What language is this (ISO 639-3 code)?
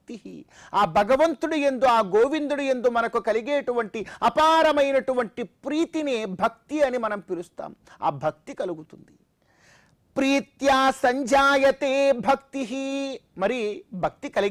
tel